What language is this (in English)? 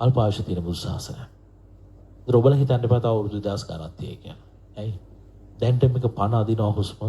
Sinhala